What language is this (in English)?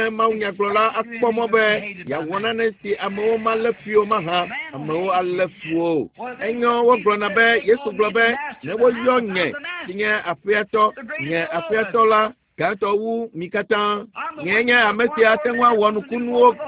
Ewe